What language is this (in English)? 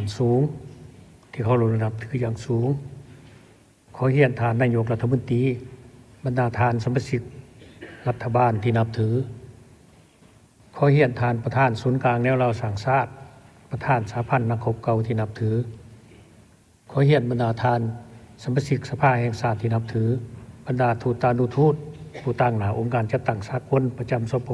Lao